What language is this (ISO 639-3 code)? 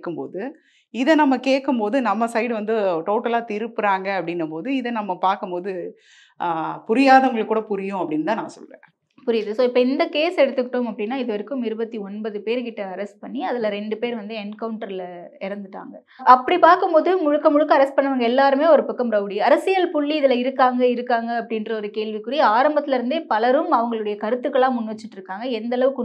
tam